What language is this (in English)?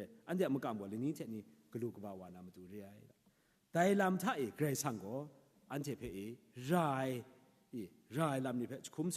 Kachin